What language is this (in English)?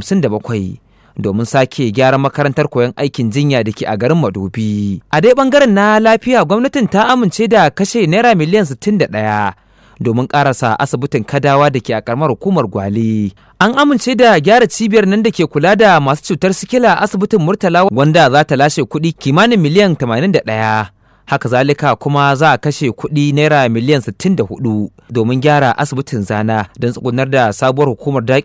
Hausa